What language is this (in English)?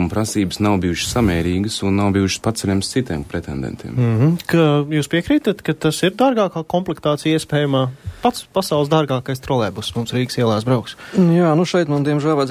Latvian